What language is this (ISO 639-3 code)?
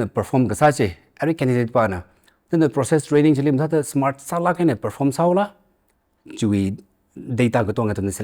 nmf